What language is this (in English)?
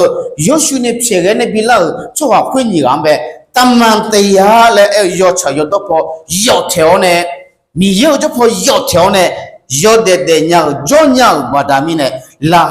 Akha